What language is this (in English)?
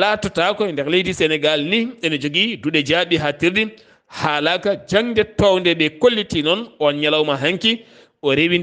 Fula